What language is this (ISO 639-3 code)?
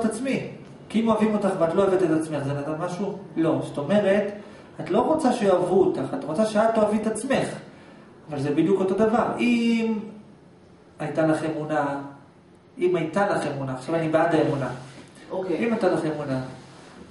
heb